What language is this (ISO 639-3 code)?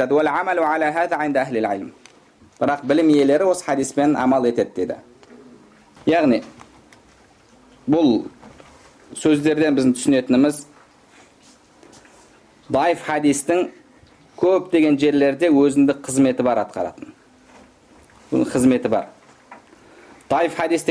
kaz